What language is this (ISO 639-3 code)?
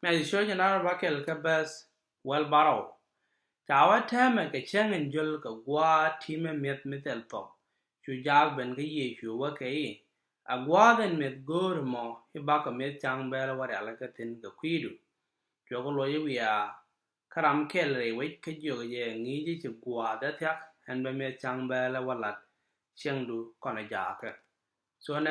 nus